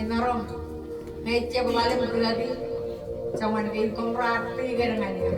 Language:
Marshallese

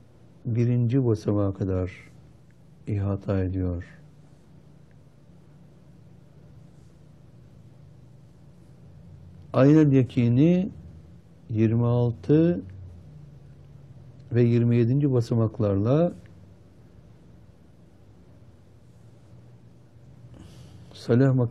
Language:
Turkish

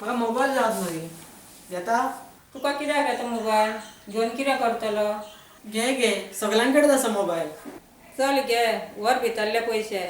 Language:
Konkani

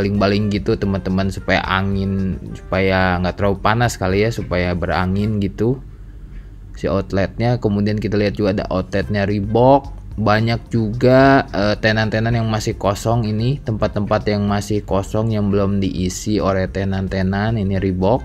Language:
Indonesian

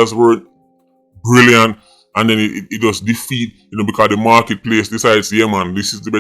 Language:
Jamaican Creole English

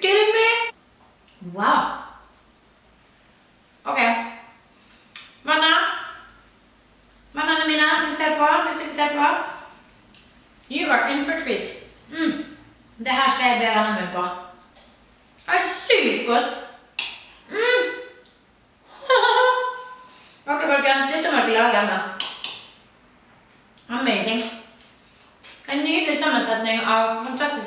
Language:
Norwegian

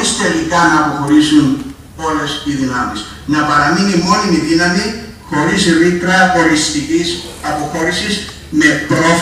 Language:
Greek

